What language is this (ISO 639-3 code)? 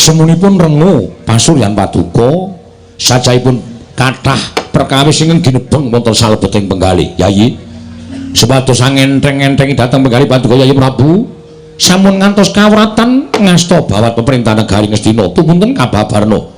jav